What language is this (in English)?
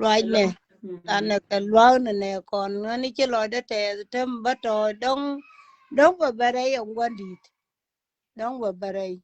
Nuer